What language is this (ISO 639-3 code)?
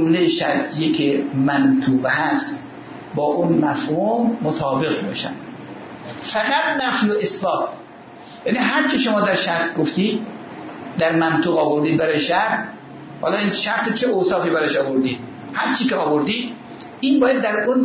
fas